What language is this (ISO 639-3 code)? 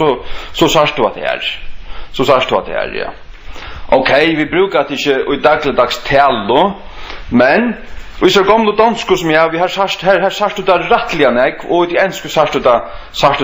fao